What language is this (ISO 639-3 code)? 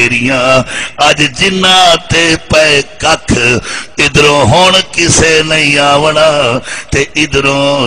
skr